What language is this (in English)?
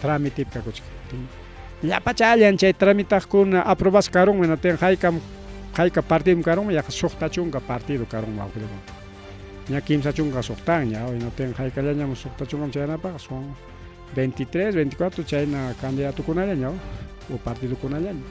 Ayacucho Quechua